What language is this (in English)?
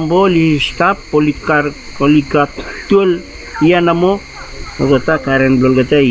Bislama